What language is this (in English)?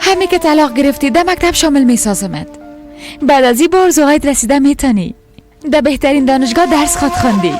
Persian